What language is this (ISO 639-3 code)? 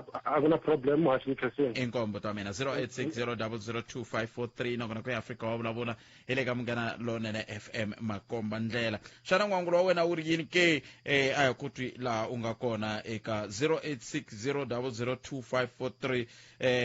tso